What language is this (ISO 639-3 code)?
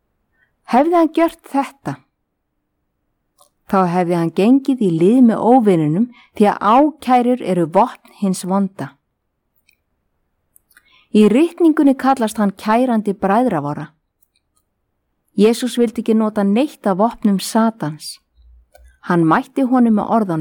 isl